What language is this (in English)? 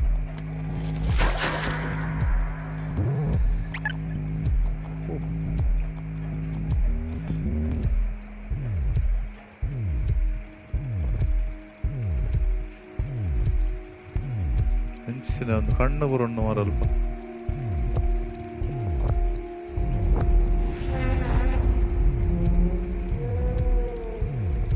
Tulu